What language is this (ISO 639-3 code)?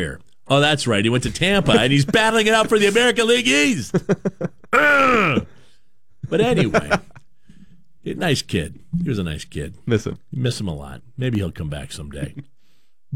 eng